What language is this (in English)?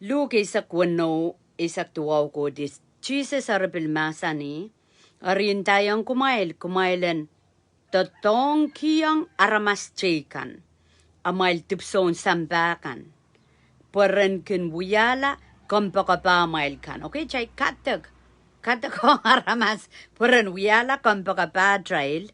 Pohnpeian